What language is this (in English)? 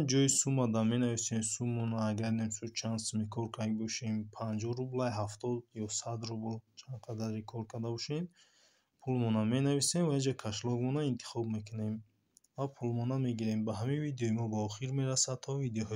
Tajik